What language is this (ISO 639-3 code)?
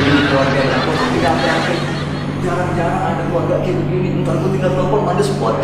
bew